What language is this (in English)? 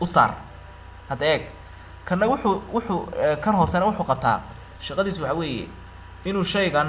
Somali